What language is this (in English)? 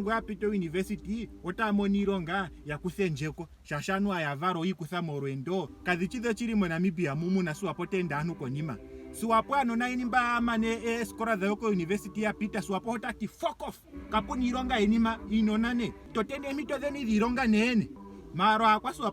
Ndonga